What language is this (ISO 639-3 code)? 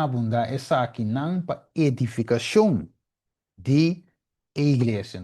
pap